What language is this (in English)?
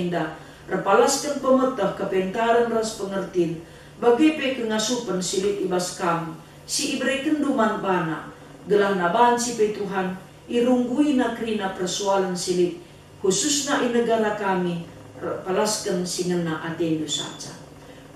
Batak Karo